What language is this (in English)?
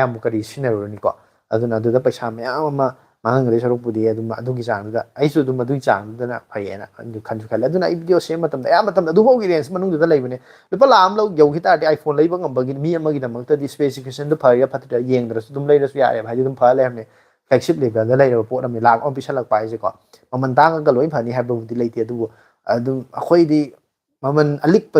Manipuri